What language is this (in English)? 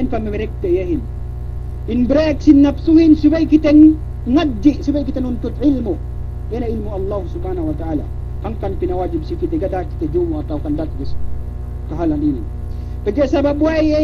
Yakan